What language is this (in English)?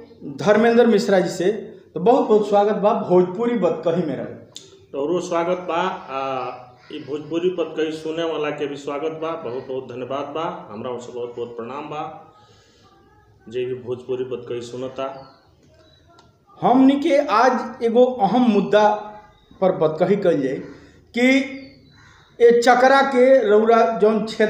Bhojpuri